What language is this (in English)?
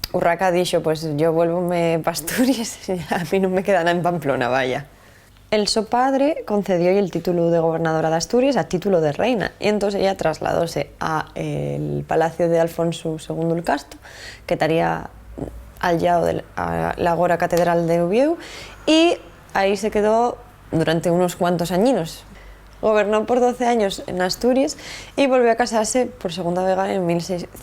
Asturian